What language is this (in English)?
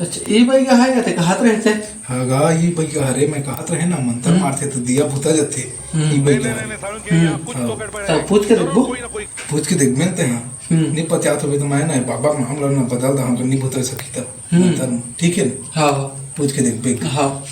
Chhattisgarhi